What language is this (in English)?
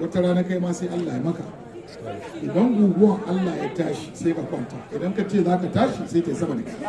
Hausa